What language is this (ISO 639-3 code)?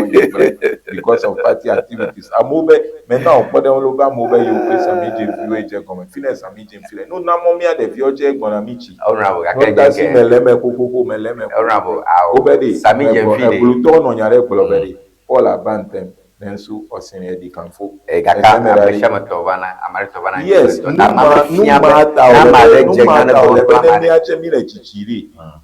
ewe